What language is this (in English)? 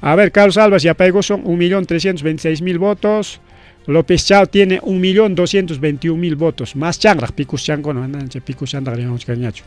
Ayacucho Quechua